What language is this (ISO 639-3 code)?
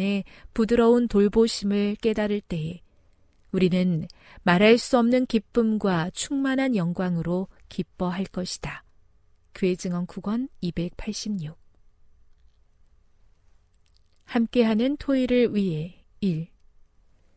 kor